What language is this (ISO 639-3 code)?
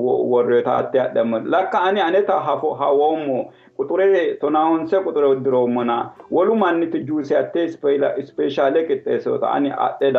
sid